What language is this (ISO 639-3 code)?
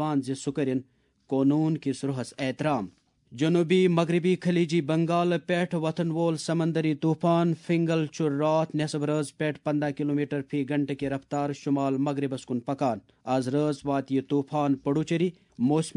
kas